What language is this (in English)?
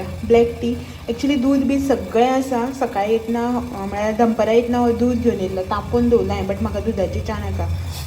Konkani